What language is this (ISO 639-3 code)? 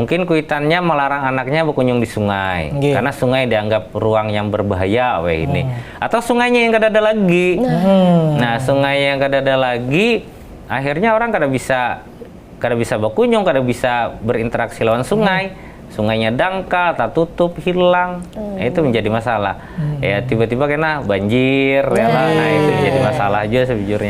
bjn